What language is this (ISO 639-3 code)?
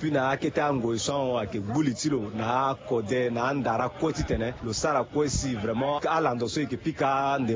sag